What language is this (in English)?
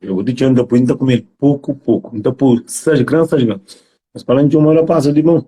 Kabuverdianu